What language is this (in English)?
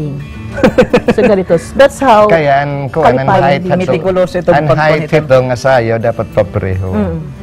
Waray